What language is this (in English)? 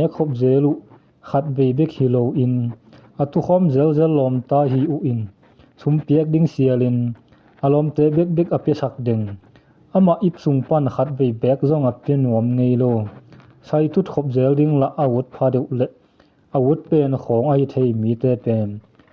Tedim Chin